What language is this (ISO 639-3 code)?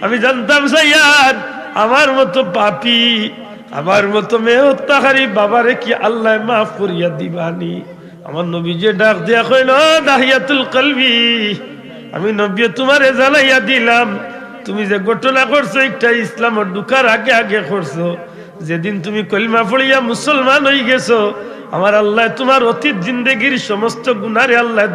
syl